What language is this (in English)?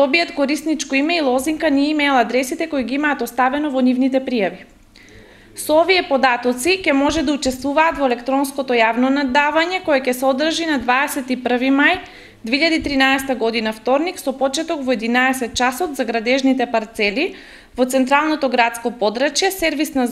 Macedonian